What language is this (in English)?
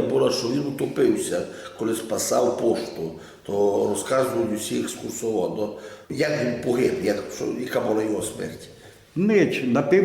Rusyn